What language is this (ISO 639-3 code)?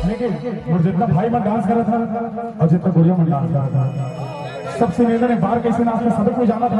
hne